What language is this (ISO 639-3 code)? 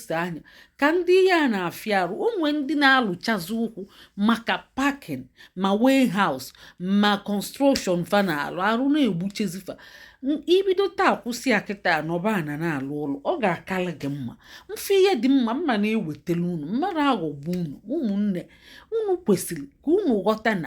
ibo